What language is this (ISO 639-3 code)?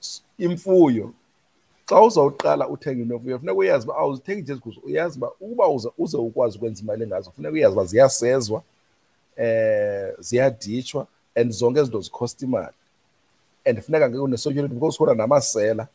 xho